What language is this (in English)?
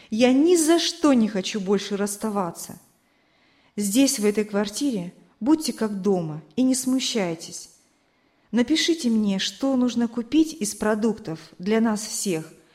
Russian